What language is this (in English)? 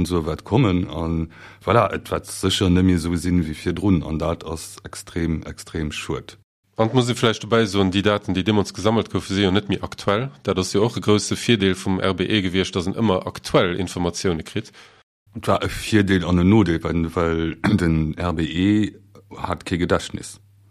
Luxembourgish